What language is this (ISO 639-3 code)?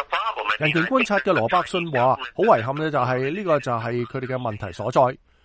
yue